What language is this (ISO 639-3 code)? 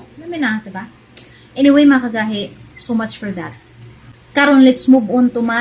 ceb